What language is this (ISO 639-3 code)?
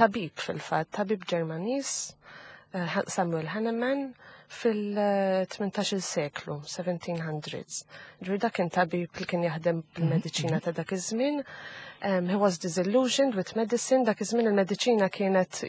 mlt